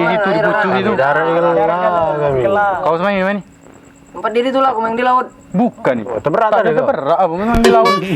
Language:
Musi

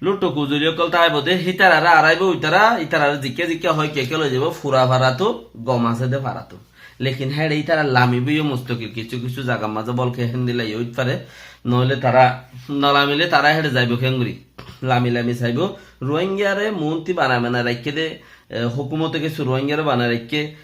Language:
Rohingya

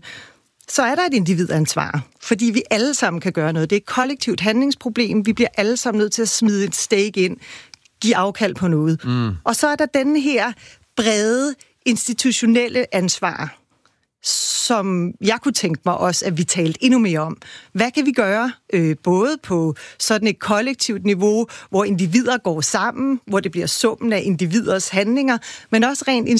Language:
Danish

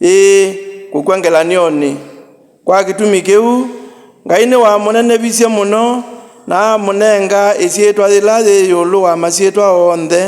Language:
Kamba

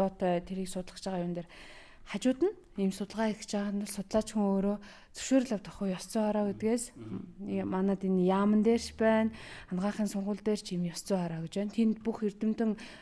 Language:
Mongolian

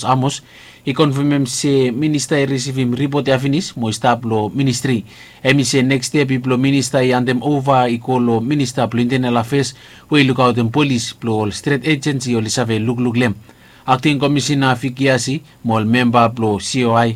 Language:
Bislama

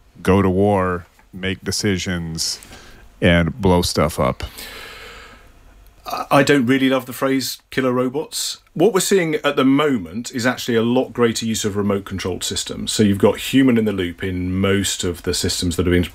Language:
English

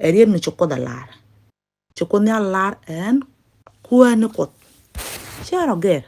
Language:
Nuer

